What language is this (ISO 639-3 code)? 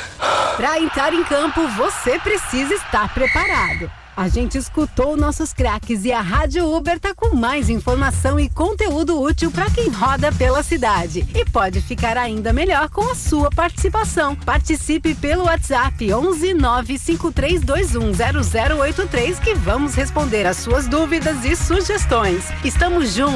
por